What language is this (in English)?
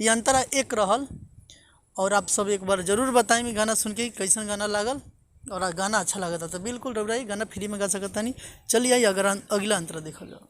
Bhojpuri